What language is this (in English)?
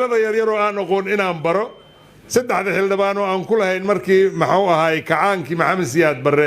Somali